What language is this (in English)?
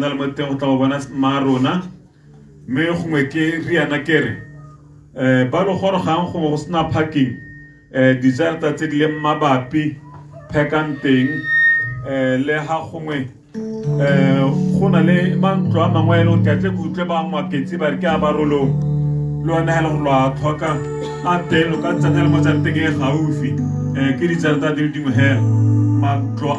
Tswana